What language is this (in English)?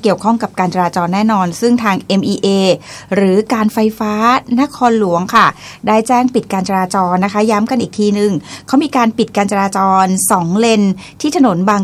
Thai